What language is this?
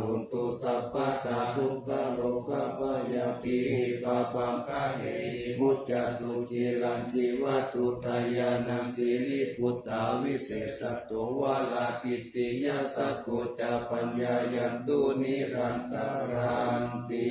Pali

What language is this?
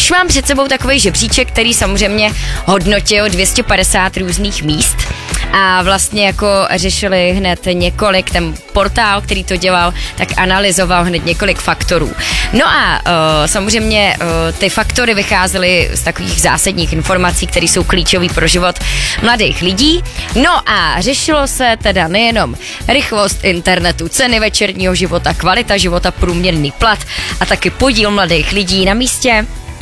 Czech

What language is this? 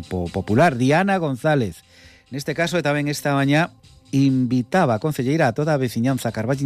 Galician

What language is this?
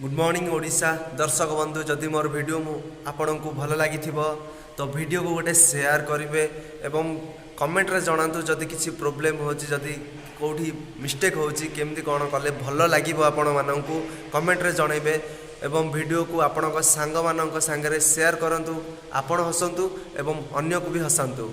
Odia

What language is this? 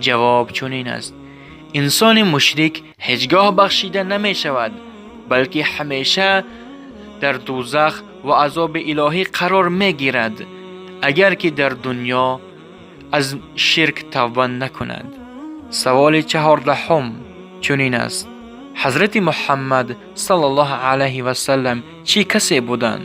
Tajik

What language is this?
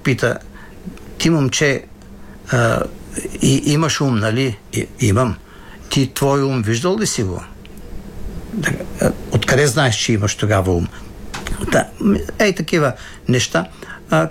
Bulgarian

